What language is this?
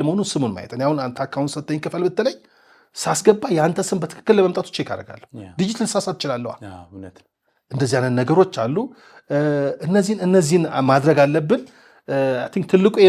Amharic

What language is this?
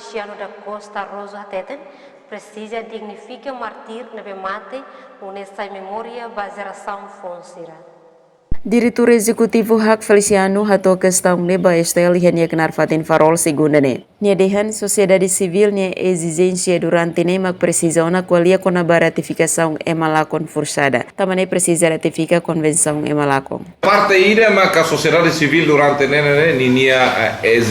Tetum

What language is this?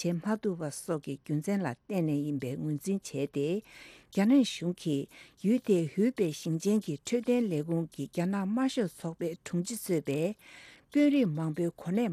Tibetan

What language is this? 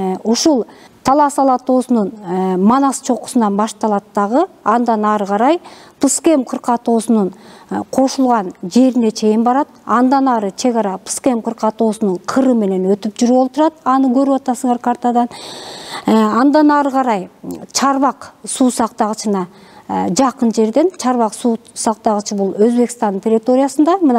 Kyrgyz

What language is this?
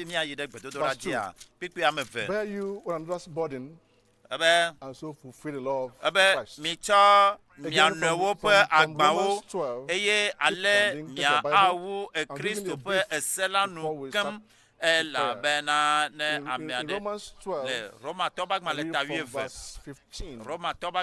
Ewe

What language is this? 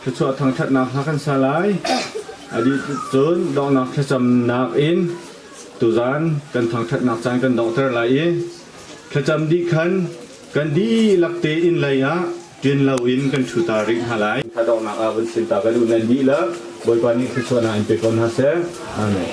Hakha Chin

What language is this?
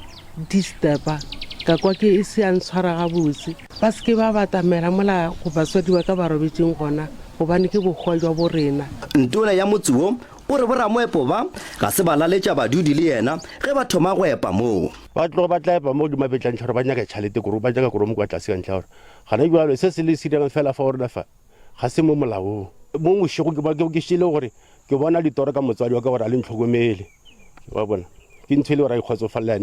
Northern Sotho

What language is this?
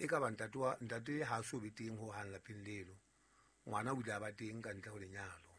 Southern Sotho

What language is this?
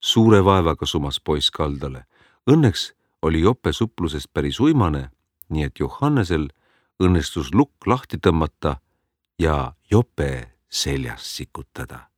Estonian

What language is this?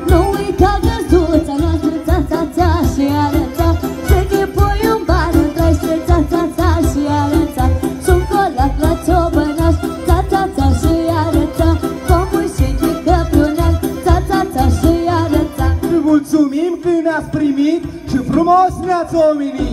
Romanian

